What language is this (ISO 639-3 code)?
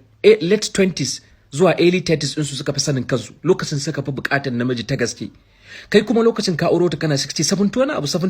hau